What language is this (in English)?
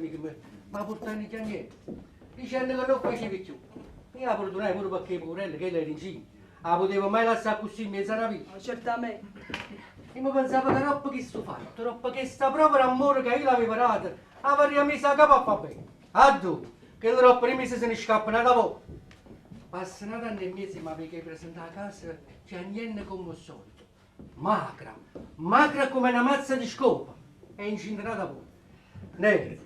Neapolitan